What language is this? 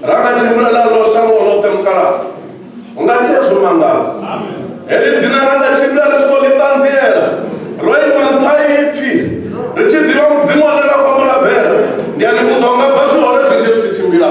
Venda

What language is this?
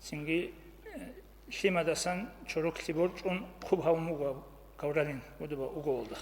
Avaric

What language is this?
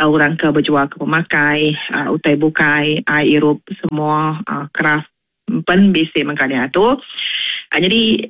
Iban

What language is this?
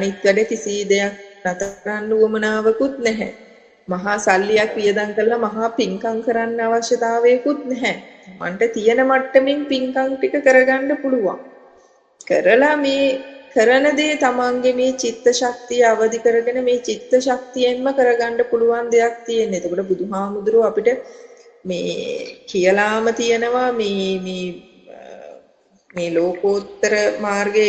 Sinhala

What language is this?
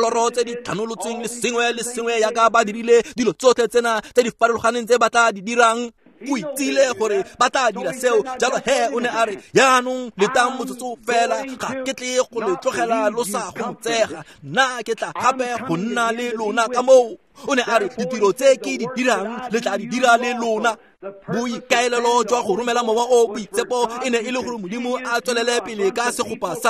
Tswana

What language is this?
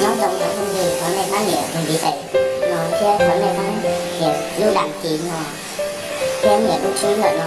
Hmong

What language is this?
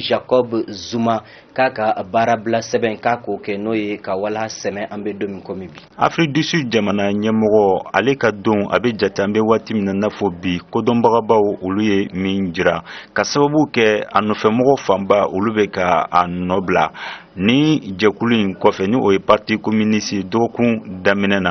Bambara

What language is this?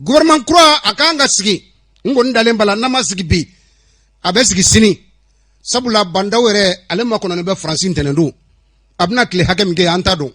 Bambara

